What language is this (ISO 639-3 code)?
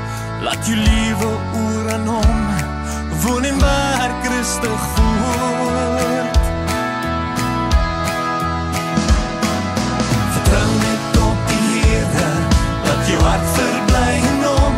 afr